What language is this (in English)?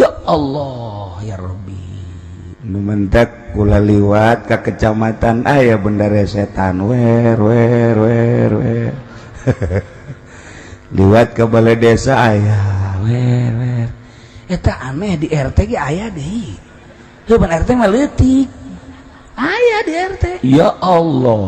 Sundanese